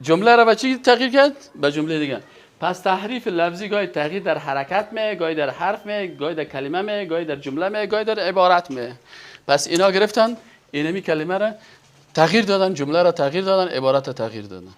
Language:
Persian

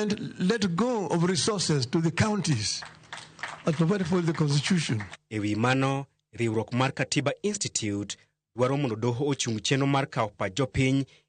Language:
Luo (Kenya and Tanzania)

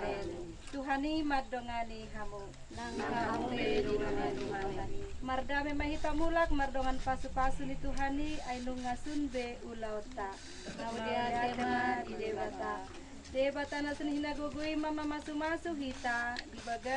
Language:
Batak Toba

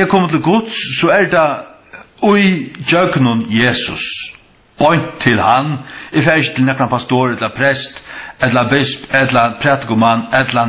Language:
Faroese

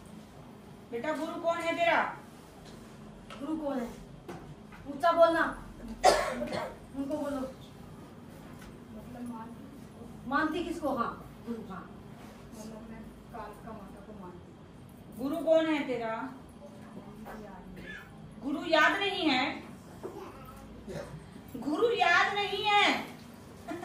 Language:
Hindi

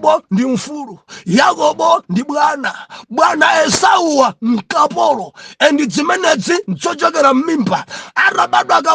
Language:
Nyanja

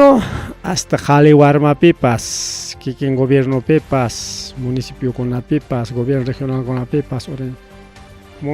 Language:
Ayacucho Quechua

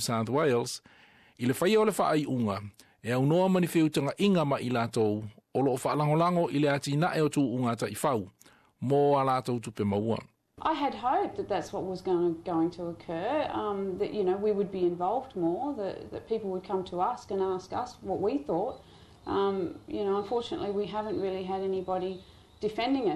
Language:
Samoan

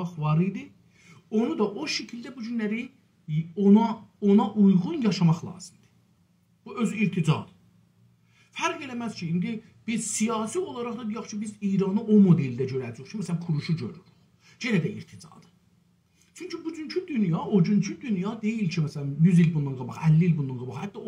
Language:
South Azerbaijani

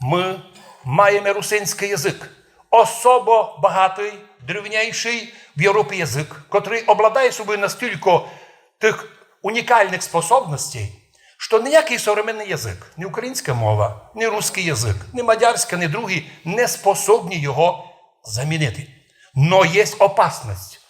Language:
Rusyn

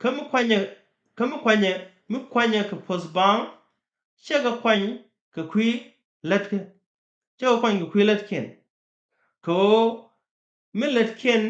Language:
Nuer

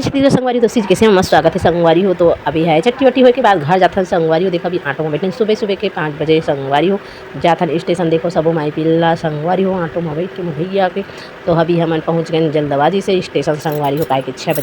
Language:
Chhattisgarhi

